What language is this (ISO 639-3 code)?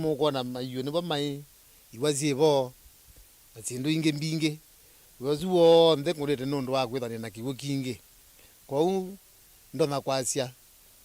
kam